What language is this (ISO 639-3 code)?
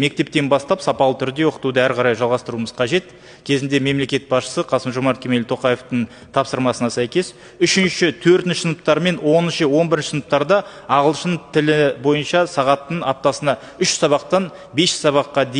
kaz